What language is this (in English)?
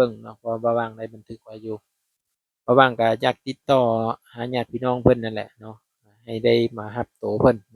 Lao